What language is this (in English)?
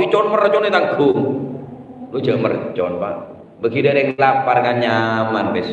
Madurese